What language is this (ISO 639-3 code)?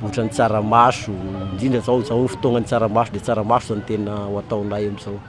mlg